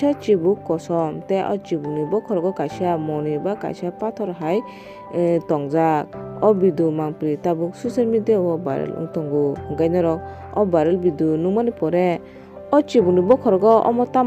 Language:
Kok Borok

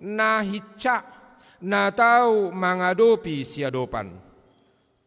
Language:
Batak Toba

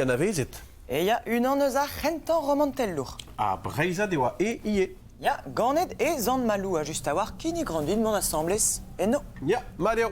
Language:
Breton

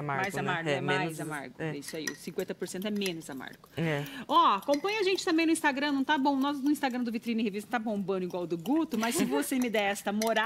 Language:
Portuguese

